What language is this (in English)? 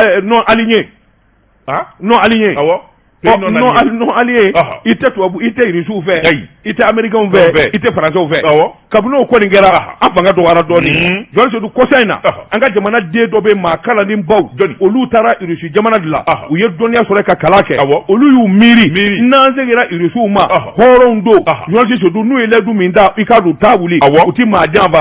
Bambara